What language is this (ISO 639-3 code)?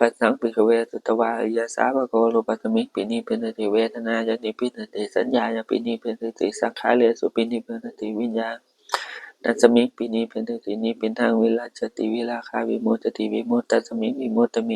pli